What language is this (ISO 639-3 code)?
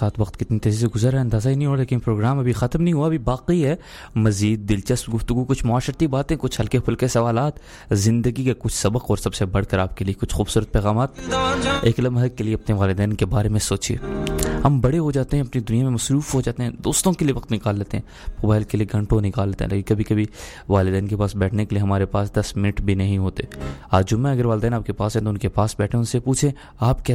urd